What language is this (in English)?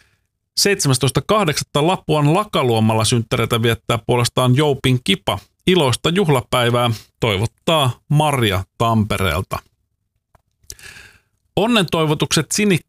Finnish